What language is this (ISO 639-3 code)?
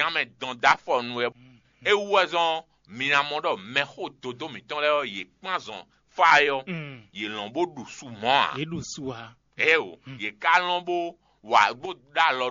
fon